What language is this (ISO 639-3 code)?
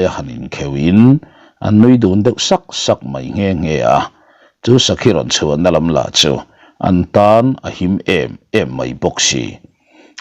lus